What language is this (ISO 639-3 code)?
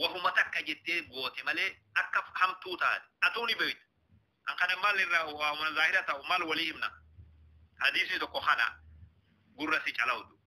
orm